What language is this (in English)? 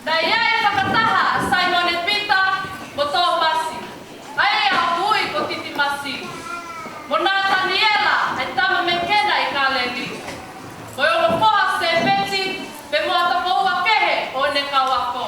Tongan